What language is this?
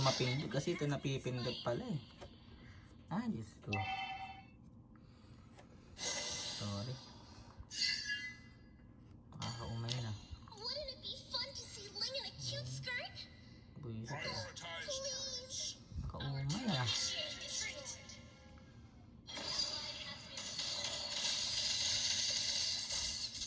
Filipino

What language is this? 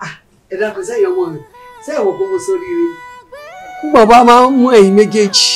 Yoruba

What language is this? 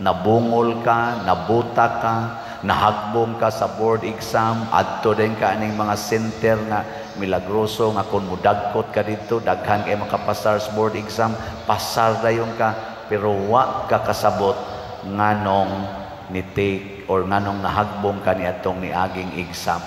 Cebuano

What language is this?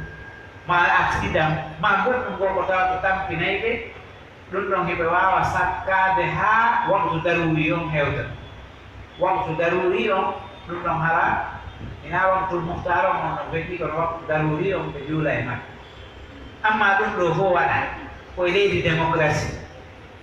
Pular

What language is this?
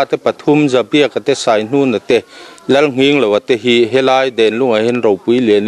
Mizo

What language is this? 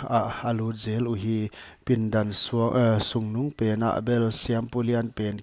Paite Chin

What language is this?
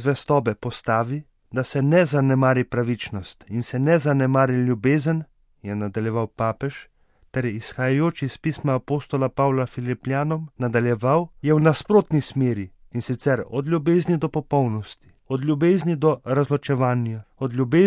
Slovenian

